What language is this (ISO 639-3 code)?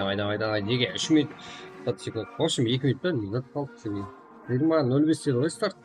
kaa